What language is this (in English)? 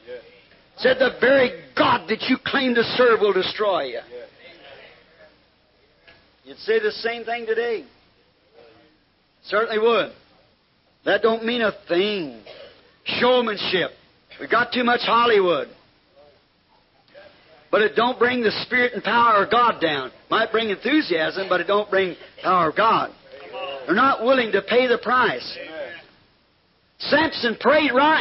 English